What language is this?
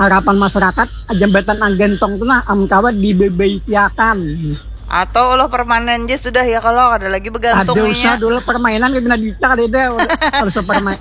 Banjar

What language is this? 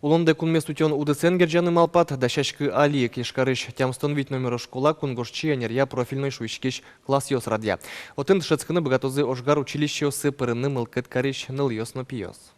Udmurt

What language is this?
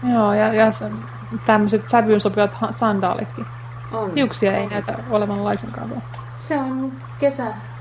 Finnish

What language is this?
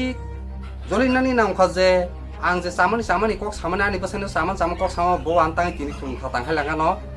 Kok Borok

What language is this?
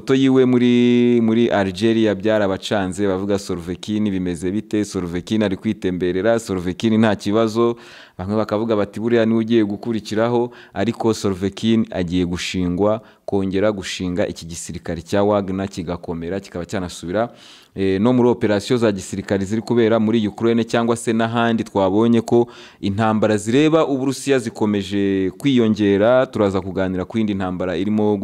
Kinyarwanda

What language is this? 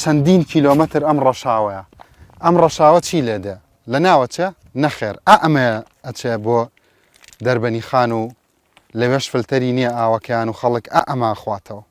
Central Kurdish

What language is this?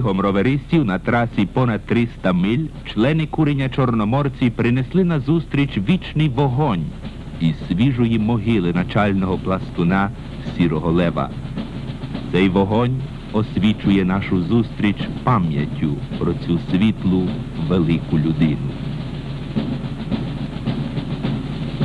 Ukrainian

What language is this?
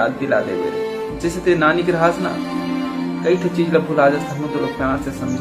Chhattisgarhi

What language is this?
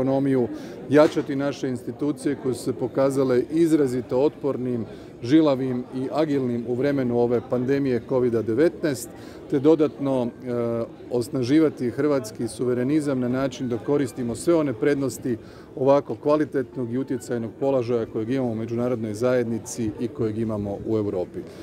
Croatian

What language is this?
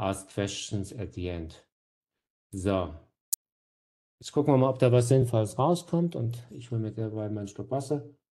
German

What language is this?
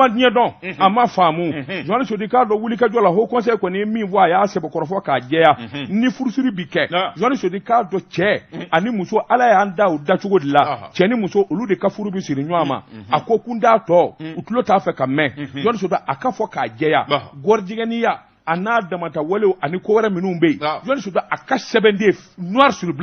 Bambara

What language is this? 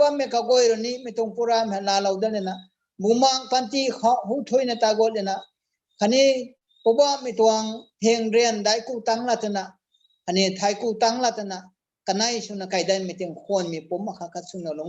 Rongmei Naga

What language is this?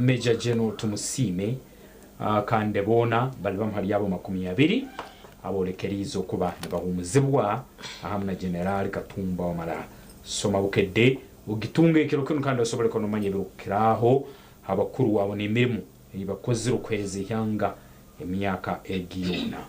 Nyankole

